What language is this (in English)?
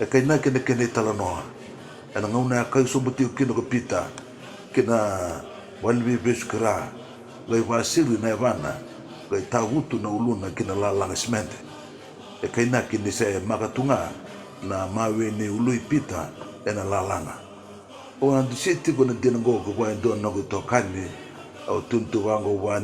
Fijian